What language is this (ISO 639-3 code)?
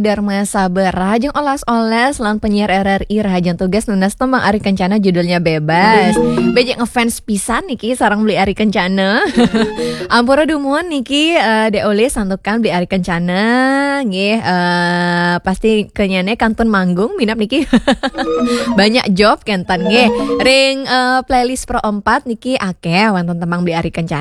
ban